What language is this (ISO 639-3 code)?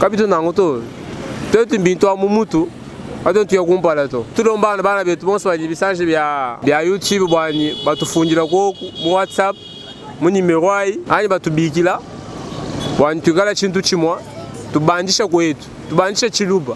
lua